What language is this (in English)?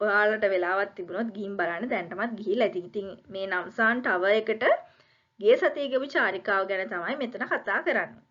Sinhala